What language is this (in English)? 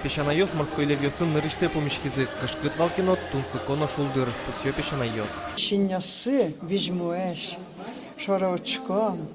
Udmurt